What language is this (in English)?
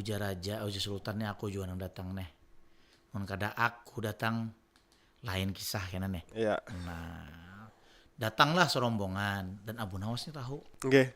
Banjar